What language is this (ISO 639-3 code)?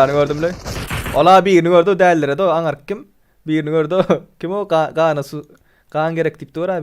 tuk